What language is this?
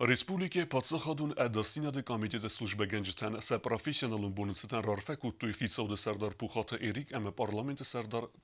Ossetic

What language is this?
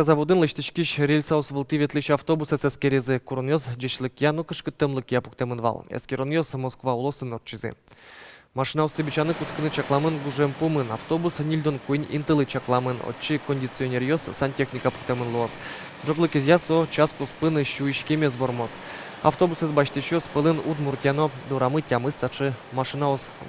Udmurt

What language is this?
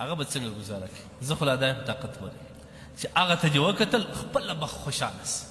Pashto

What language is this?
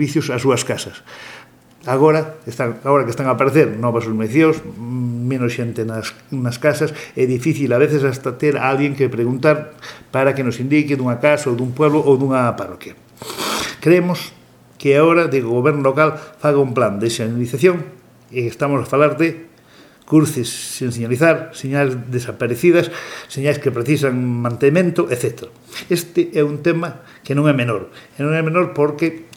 Galician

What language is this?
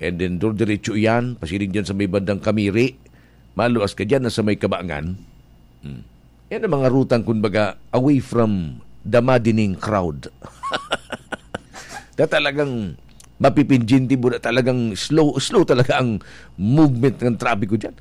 Bikol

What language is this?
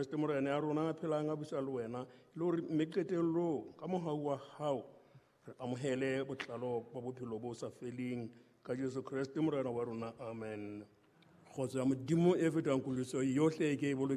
Southern Sotho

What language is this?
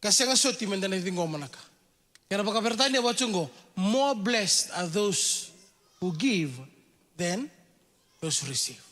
Fijian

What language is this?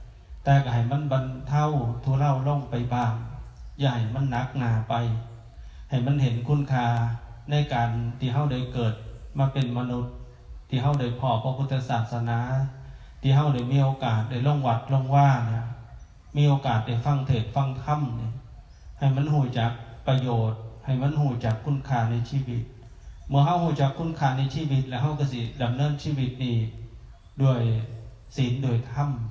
Northeastern Thai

